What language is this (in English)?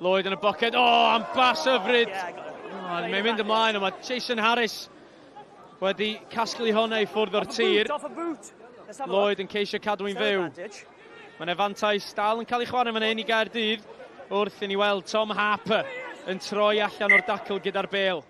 Welsh